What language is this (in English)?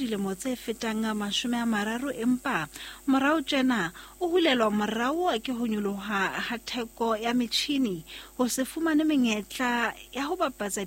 Southern Sotho